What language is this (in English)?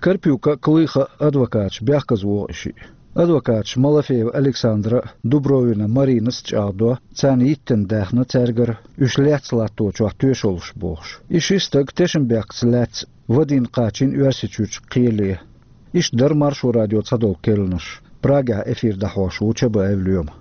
Chechen